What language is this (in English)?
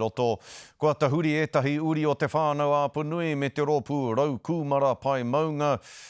Māori